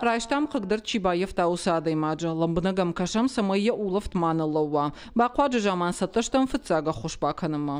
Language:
Ossetic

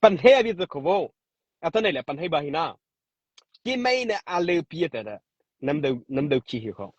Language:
Mara Chin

